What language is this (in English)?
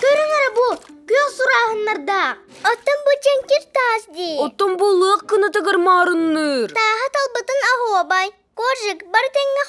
Yakut